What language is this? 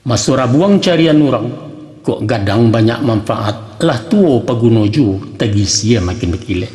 Minangkabau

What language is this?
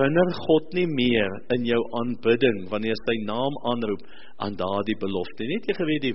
Afrikaans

